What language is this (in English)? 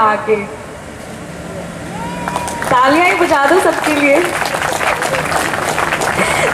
Hindi